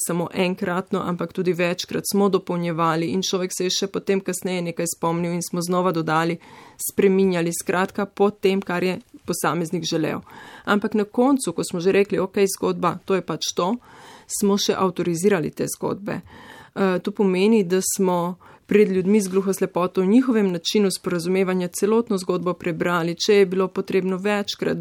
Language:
Slovenian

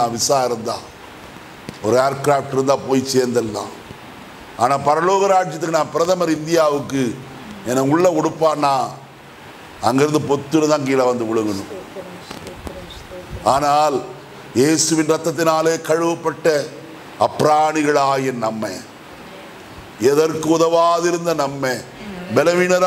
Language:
Tamil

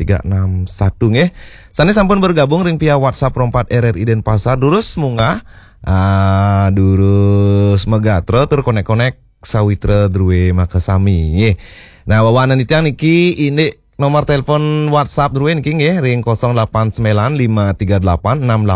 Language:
Balinese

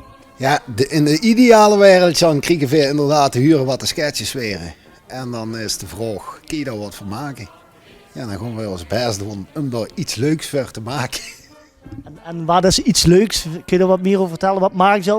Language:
Limburgish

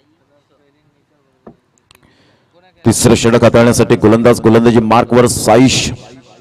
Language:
Marathi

